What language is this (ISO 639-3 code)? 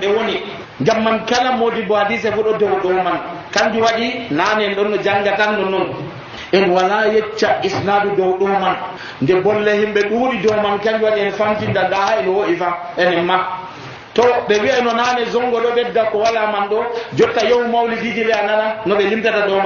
fuv